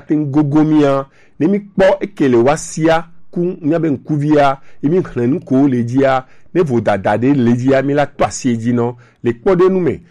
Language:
Gen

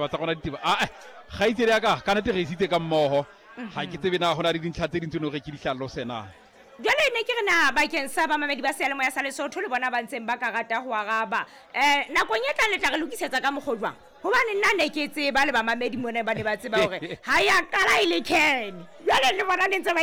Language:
Southern Sotho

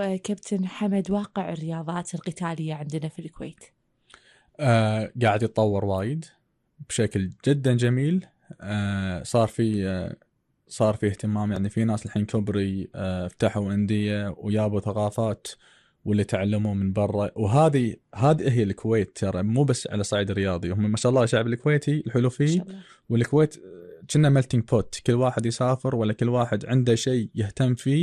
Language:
Gulf Arabic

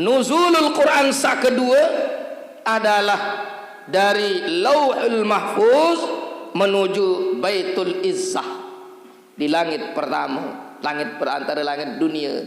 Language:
Sasak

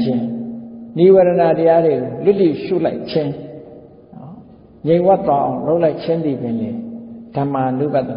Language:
Burmese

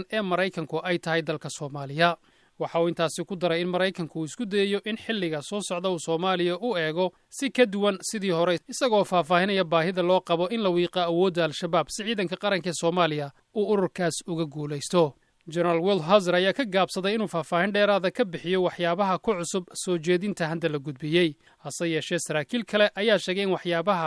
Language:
Somali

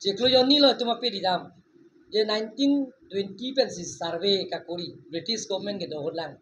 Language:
Karbi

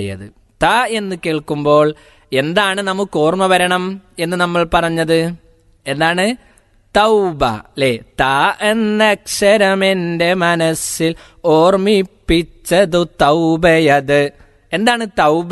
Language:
Malayalam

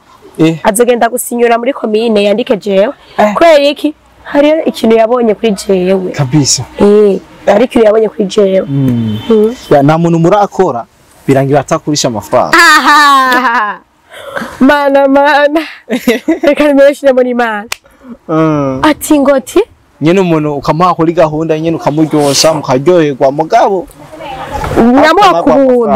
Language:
Rundi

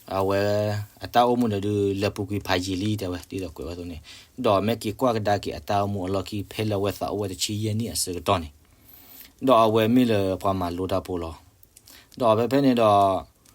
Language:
S'gaw Karen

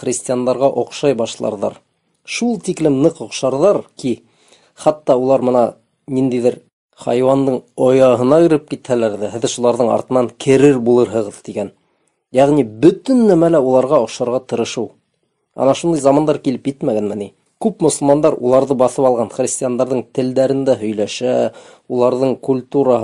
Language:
Bashkir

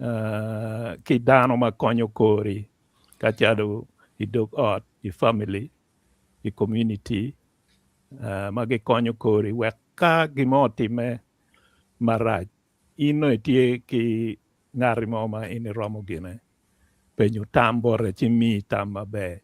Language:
Acoli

